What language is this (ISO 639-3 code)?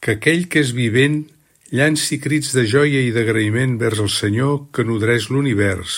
cat